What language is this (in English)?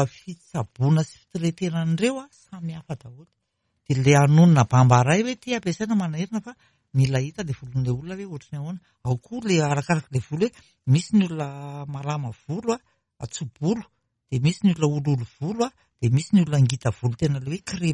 Malagasy